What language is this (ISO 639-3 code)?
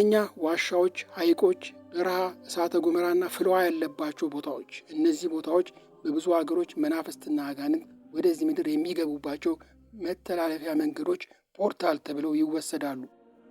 amh